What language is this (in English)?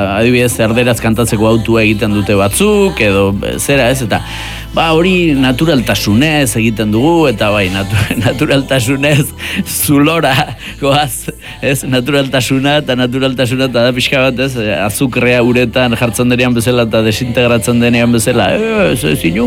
Basque